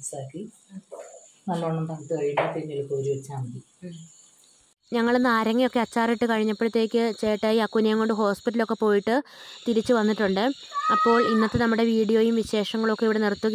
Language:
Malayalam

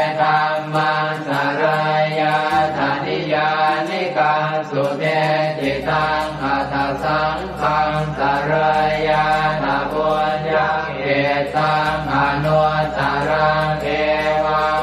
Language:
Pali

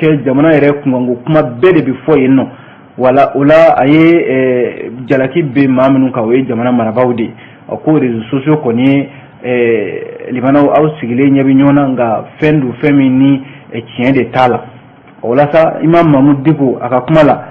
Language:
Bambara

